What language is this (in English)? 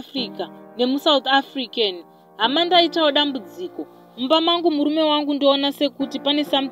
Shona